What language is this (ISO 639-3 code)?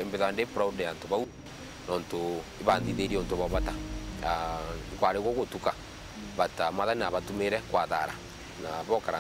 mer